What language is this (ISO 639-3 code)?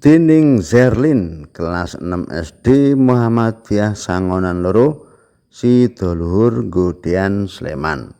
jav